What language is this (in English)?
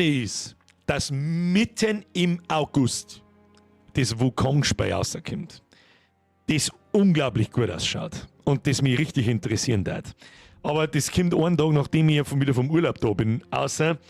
Bavarian